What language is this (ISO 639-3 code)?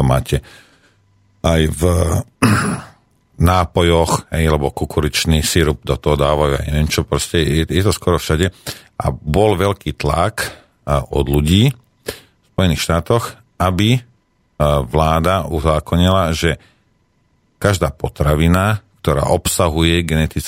slk